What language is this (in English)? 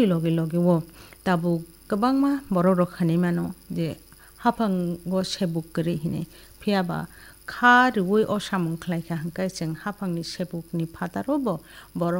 Kok Borok